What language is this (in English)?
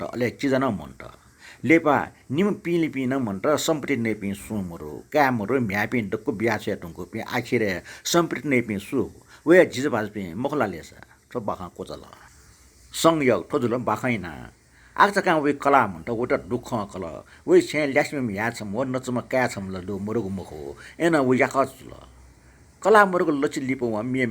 Newari